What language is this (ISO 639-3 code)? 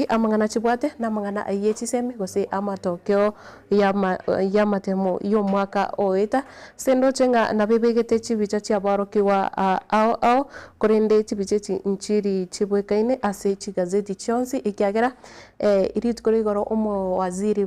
guz